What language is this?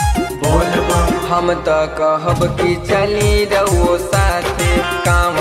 Bhojpuri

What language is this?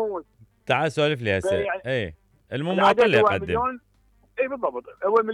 Mesopotamian Arabic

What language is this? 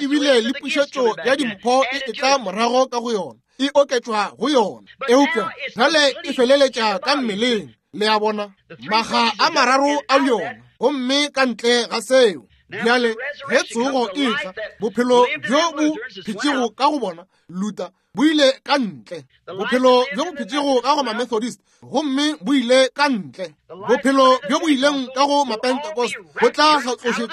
Northern Sotho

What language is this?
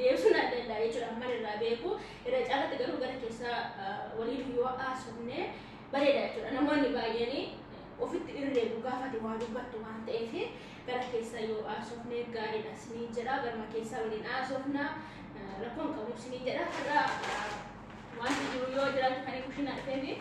Oromo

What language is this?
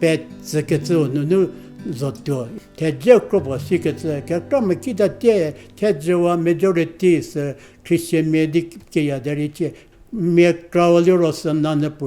Angami Naga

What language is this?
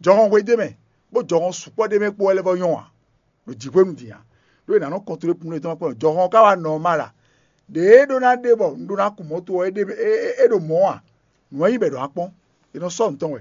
Fon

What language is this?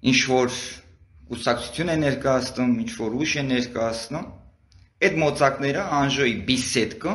Armenian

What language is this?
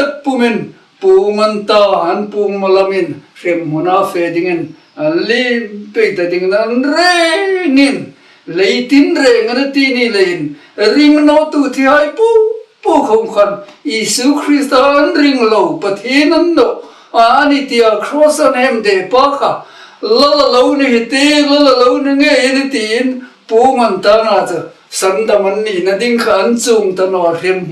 Hmar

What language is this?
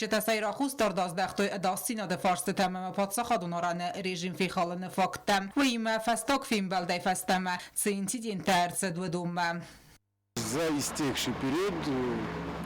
Ossetic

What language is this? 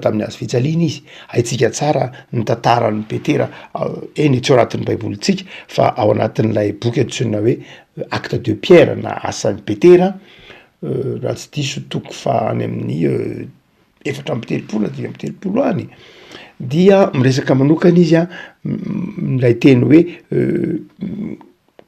Malagasy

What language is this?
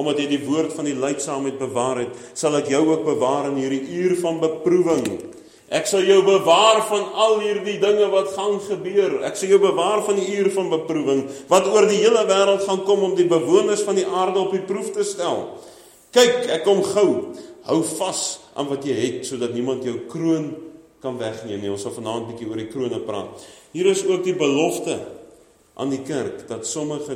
Afrikaans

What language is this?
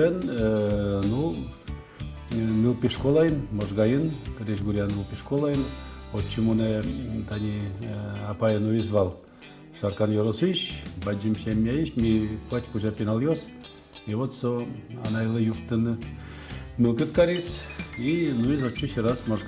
Udmurt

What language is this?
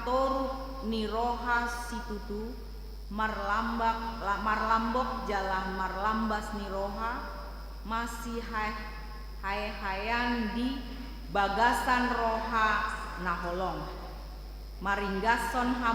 Batak Toba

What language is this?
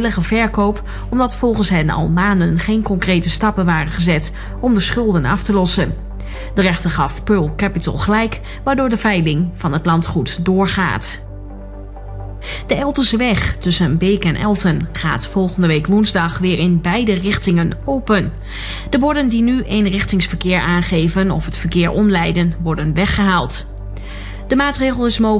Dutch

